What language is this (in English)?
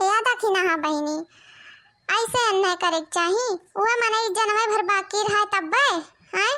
Awadhi